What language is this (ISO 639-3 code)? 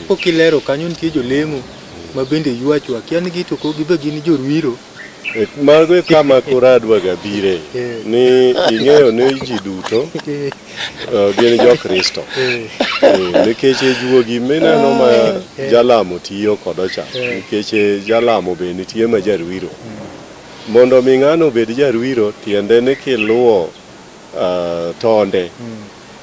luo